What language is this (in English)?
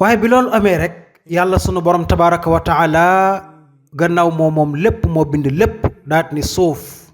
Wolof